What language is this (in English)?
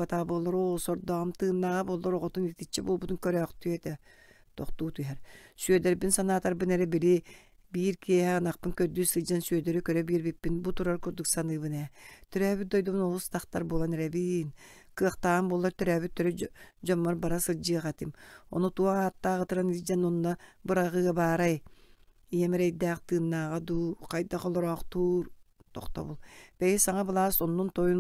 Yakut